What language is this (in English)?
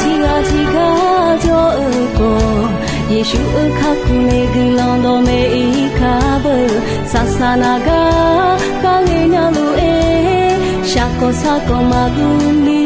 Akha